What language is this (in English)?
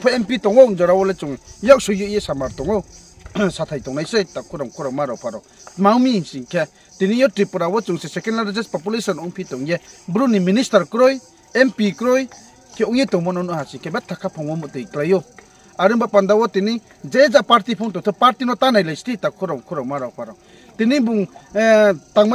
Riang (India)